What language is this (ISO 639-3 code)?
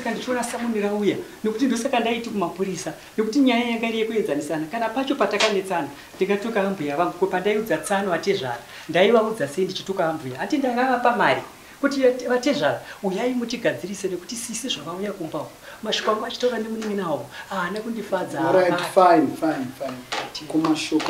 sna